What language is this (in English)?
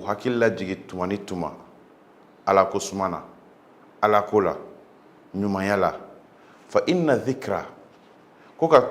Bambara